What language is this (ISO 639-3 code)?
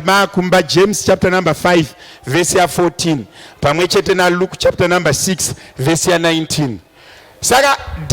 sna